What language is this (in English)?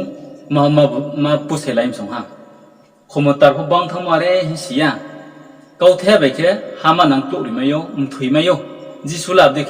Riang (India)